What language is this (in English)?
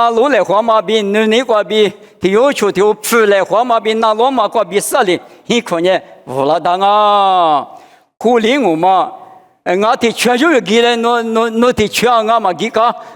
Lisu